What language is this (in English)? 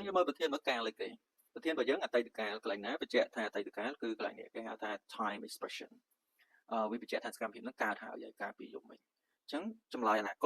Khmer